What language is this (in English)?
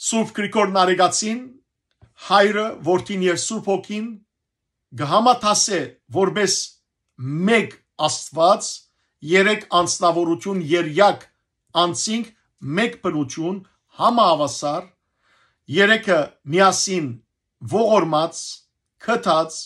Western Armenian